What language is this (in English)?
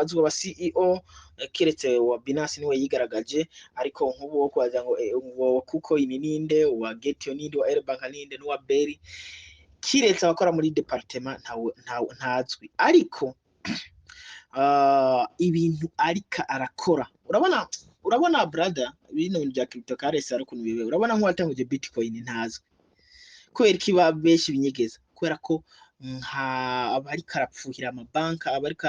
Rundi